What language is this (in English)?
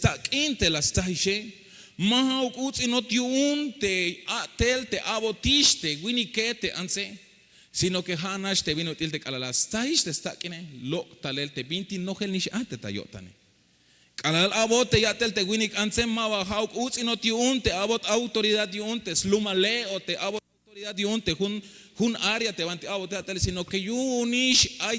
Tzeltal